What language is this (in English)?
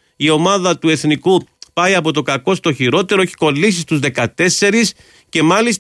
Greek